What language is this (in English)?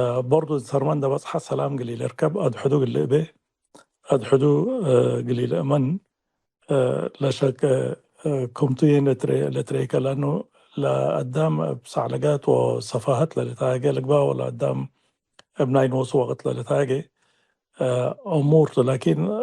Tigre